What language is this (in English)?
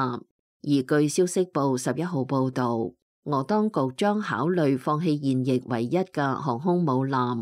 Cantonese